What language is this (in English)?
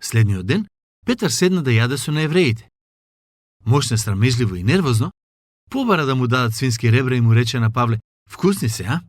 Macedonian